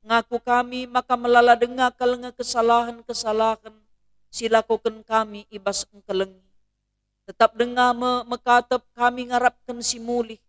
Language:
Batak Karo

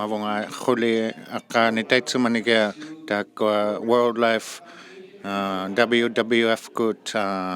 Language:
Inuktitut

